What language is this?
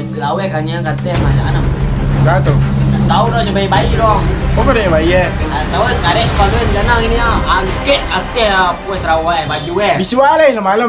Minangkabau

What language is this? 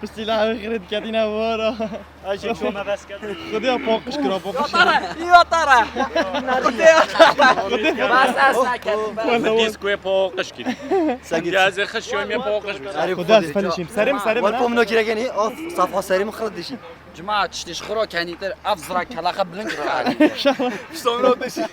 Kurdish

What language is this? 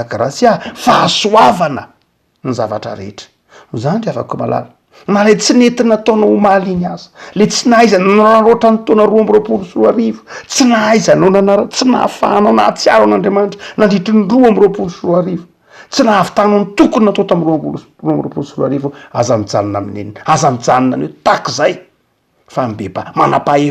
Malagasy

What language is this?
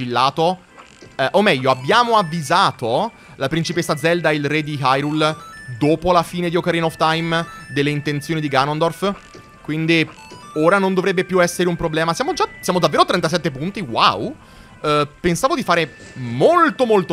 Italian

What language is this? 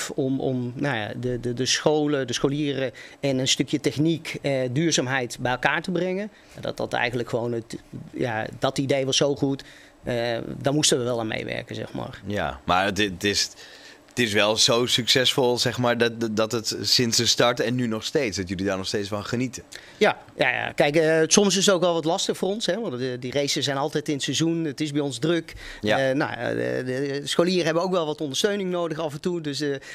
Dutch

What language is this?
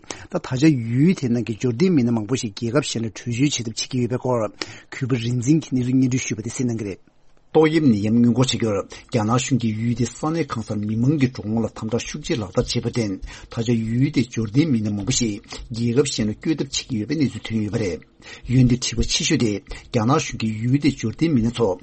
Tibetan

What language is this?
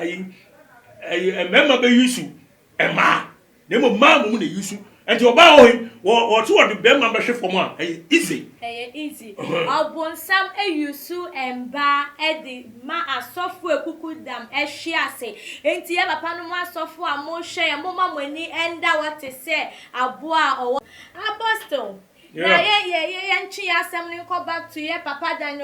Akan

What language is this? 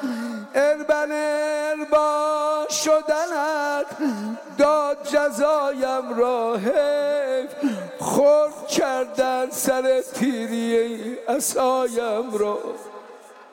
Persian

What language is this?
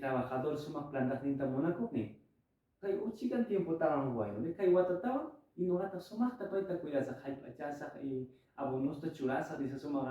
Quechua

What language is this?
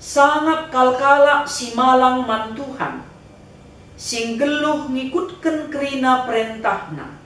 Batak Karo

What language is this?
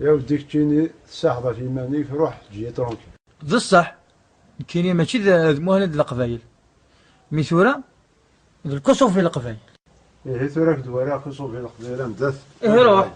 Kabyle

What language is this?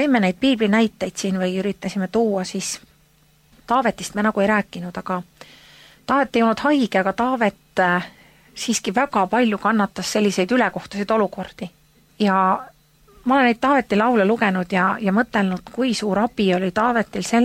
Estonian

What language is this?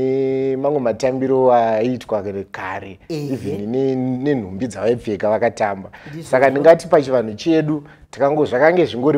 Shona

